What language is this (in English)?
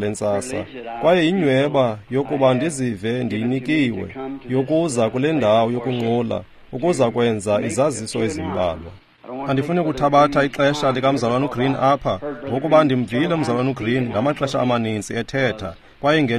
Xhosa